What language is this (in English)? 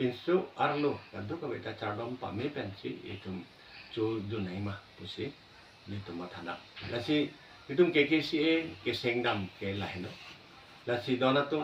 Karbi